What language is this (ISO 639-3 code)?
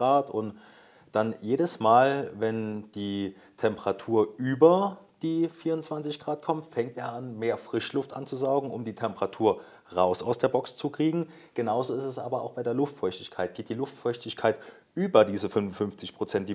deu